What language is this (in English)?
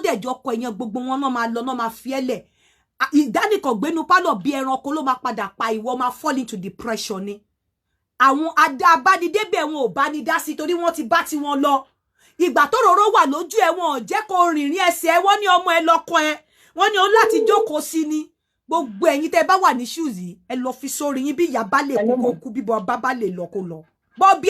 Yoruba